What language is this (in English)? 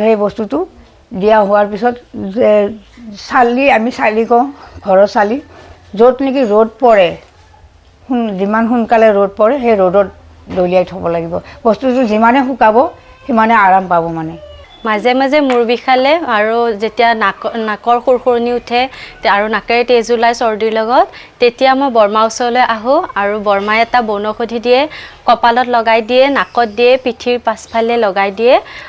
Assamese